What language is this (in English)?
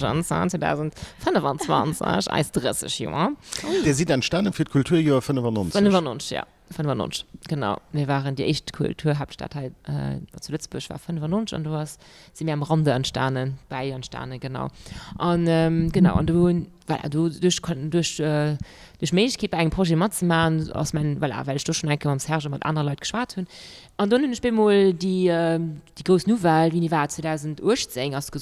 Luxembourgish